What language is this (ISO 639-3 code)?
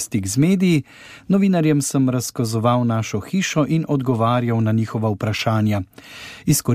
slv